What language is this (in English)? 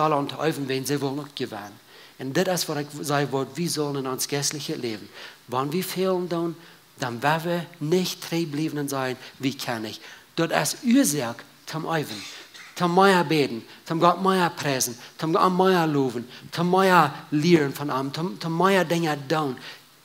Plautdietsch